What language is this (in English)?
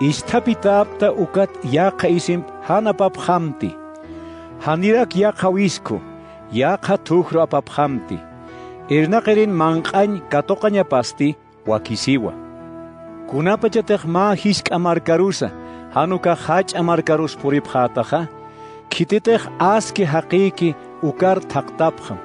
Aymara